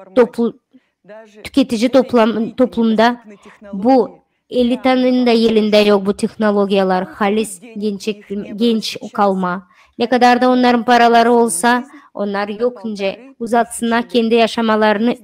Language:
Gagauz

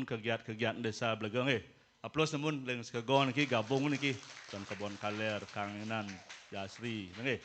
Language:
Balinese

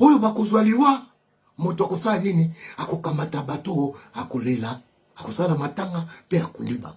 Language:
Lingala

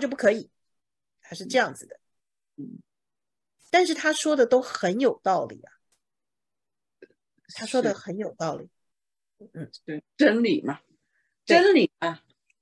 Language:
Chinese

